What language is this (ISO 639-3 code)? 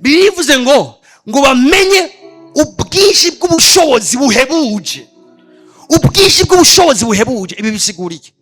run